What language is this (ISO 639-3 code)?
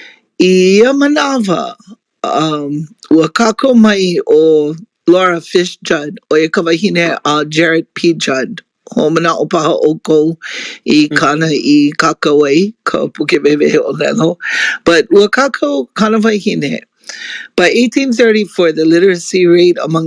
haw